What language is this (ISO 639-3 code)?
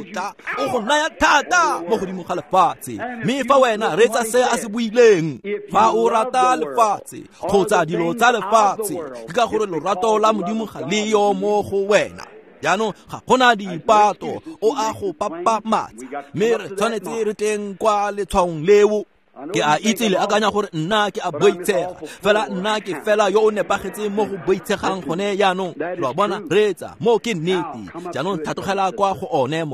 tsn